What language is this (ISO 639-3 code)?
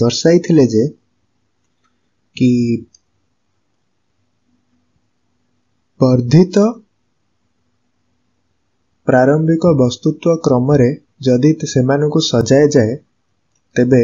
ori